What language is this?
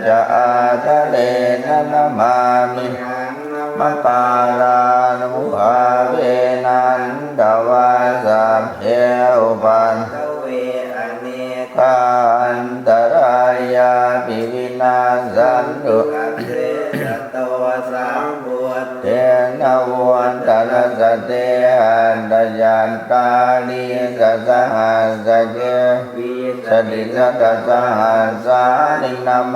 Pali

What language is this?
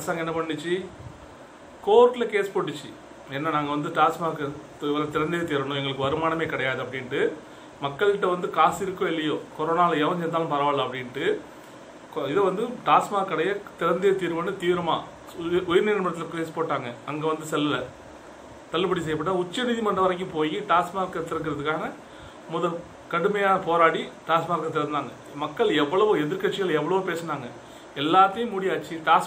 Tamil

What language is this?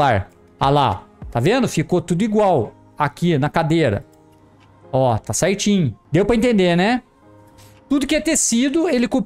Portuguese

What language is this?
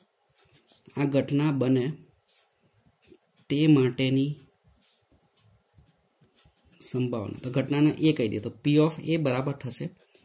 Gujarati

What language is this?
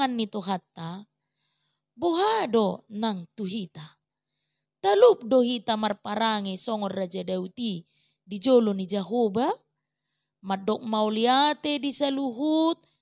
Batak Toba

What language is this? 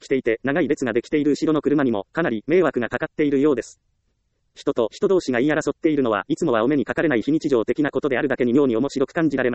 Japanese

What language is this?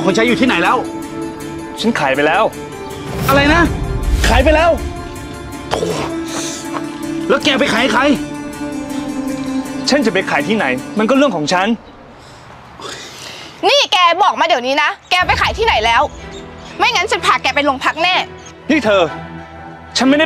Thai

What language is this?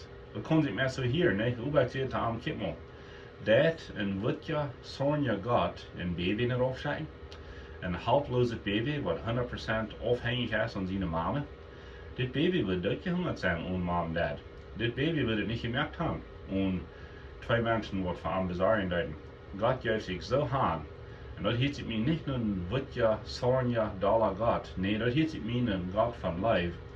Plautdietsch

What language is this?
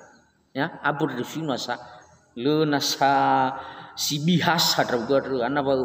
Nias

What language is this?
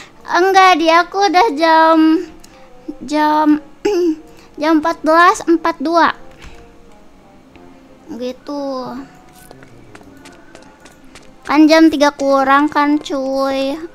Indonesian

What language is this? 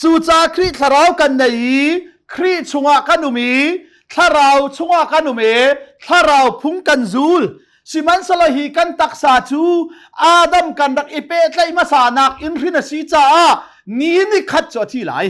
Hakha Chin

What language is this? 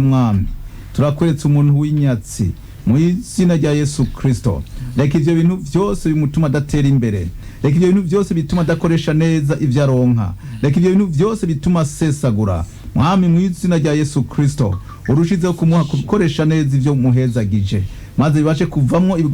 Rundi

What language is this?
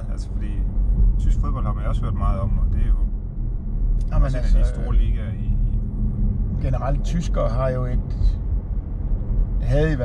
Danish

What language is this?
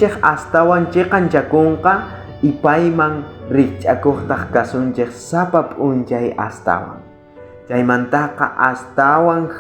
South Bolivian Quechua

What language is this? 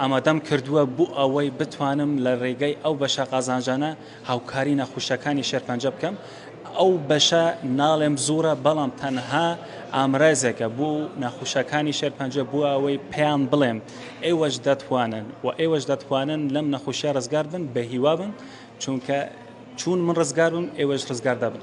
Central Kurdish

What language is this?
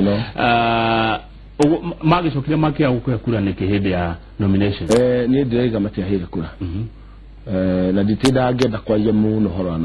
Kikuyu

